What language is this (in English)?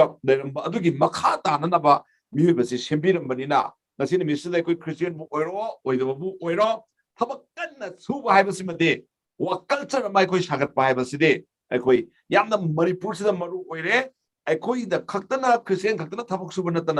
Manipuri